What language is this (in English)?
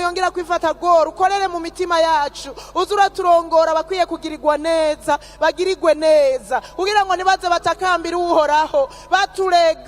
Rundi